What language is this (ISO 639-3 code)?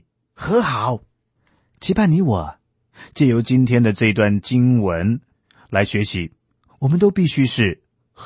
zho